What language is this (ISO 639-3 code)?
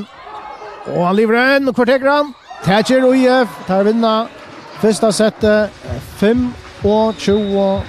fao